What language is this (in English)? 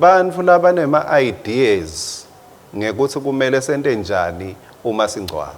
Swati